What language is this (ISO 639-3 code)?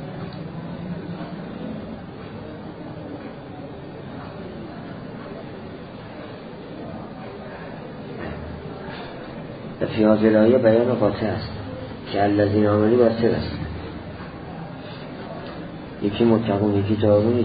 fas